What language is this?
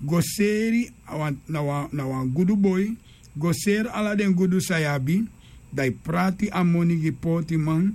Sranan Tongo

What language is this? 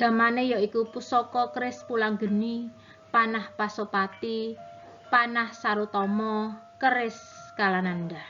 Javanese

